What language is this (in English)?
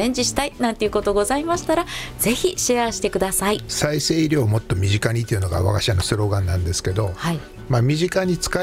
Japanese